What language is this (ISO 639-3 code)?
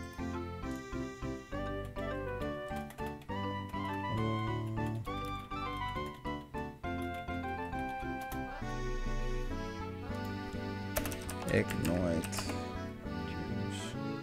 nld